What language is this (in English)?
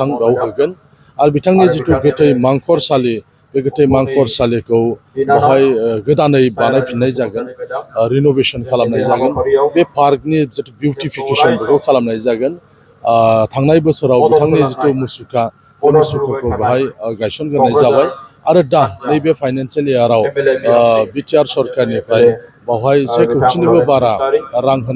Bodo